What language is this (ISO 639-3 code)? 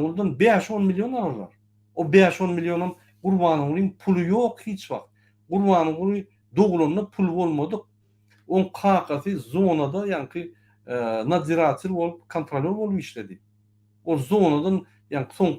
tuk